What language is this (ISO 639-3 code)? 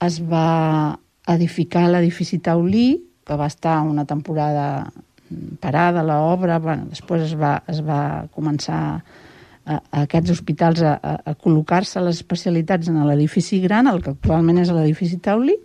cat